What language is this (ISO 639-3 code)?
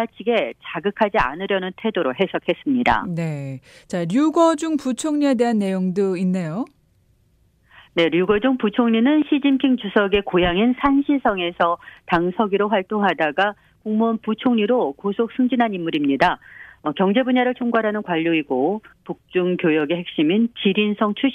kor